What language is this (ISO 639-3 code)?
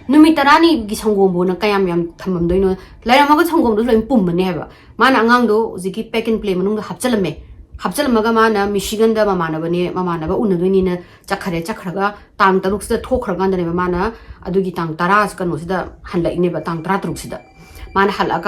mni